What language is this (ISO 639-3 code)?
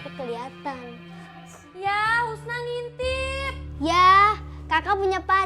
bew